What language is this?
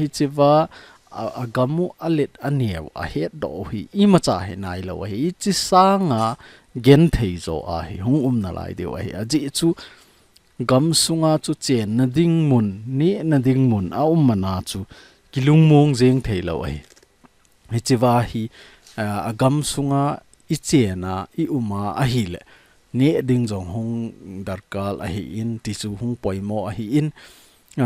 Thado Chin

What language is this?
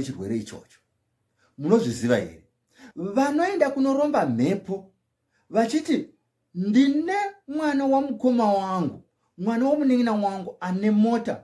Shona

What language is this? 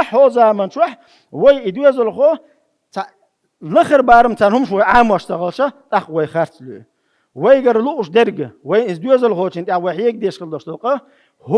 Chechen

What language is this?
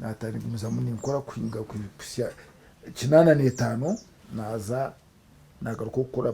Nyankole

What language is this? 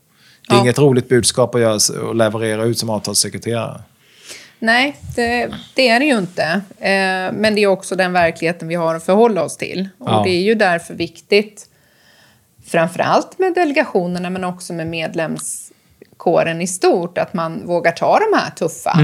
Swedish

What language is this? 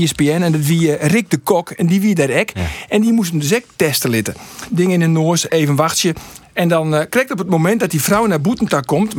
Western Frisian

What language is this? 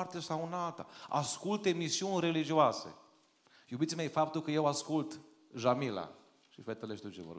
Romanian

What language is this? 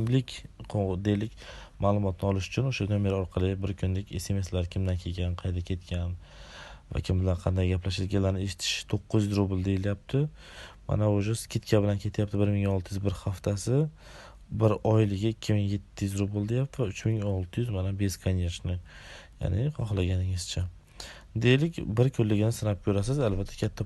Uzbek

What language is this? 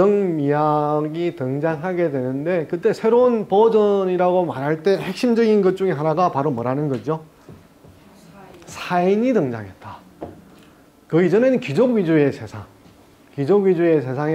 Korean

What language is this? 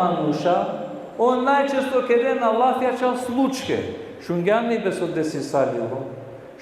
Balkan Romani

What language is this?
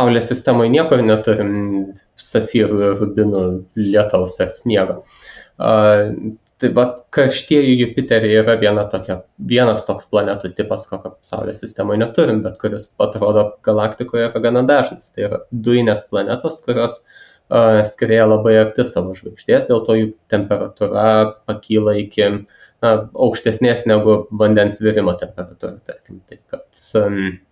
Lithuanian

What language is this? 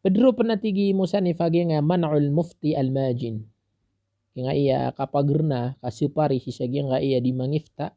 Maranao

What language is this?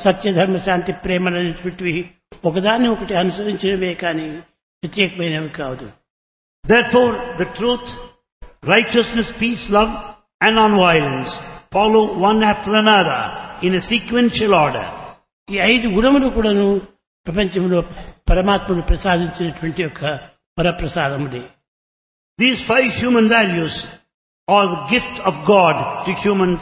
Telugu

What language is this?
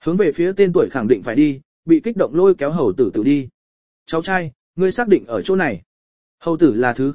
Vietnamese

